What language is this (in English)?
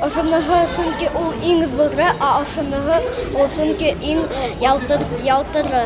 Bashkir